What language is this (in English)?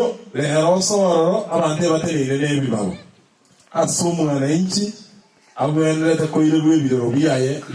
Gusii